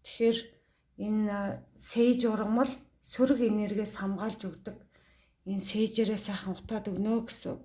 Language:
Mongolian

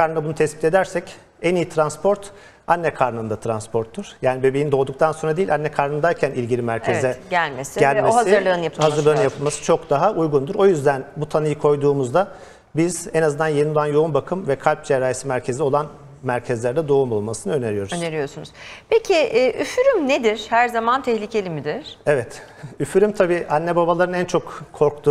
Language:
Turkish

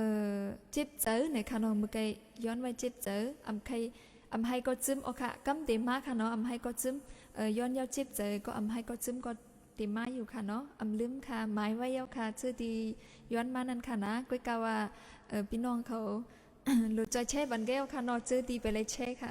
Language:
Shan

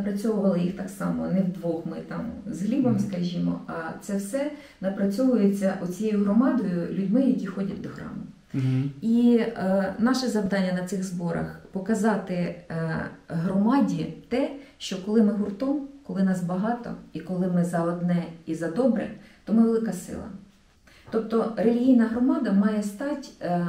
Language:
Ukrainian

